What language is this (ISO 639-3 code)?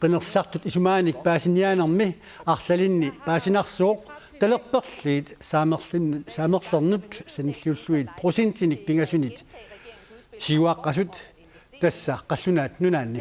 kal